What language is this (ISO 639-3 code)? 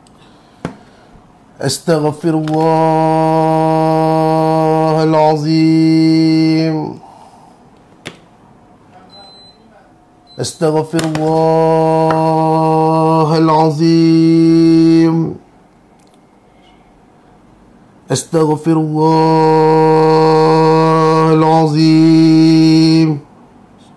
msa